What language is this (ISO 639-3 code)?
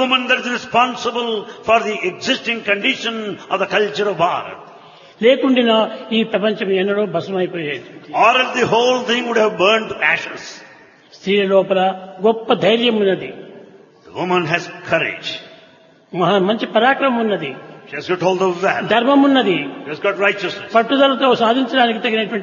tel